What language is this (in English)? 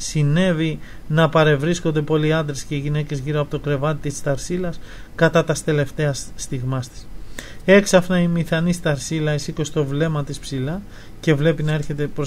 Greek